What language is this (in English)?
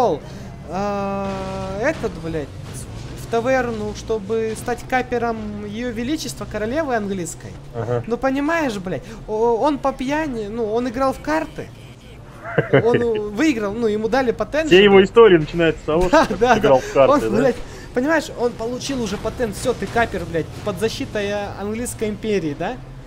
Russian